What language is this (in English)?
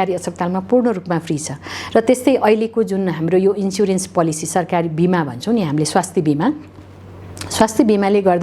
Nepali